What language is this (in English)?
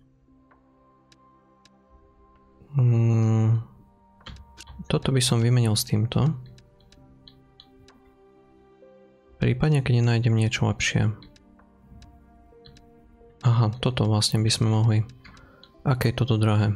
Slovak